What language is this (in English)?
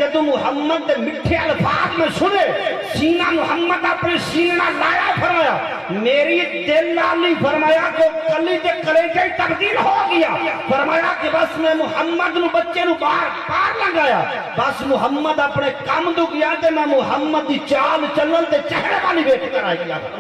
Saraiki